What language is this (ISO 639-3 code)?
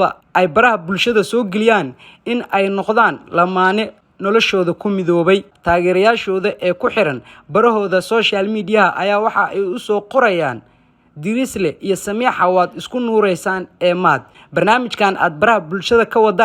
som